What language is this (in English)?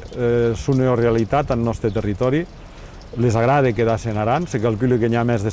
Occitan